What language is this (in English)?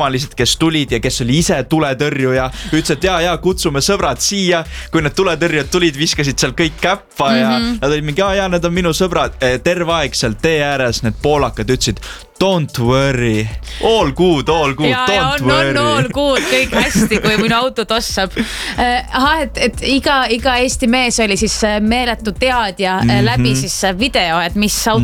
Estonian